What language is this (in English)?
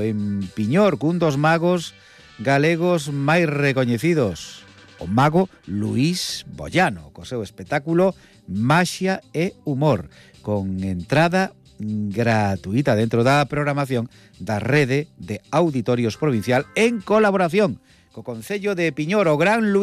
Galician